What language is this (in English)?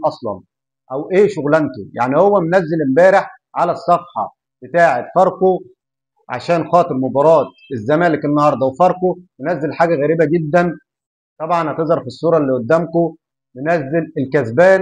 Egyptian Arabic